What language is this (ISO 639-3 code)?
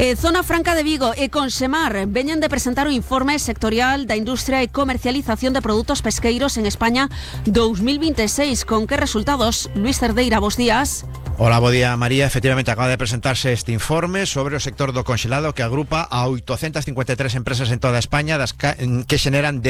glg